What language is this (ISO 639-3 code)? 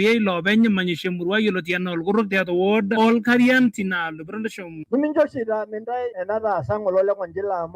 mas